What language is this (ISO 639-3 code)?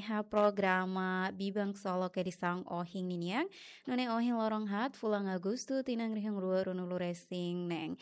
tet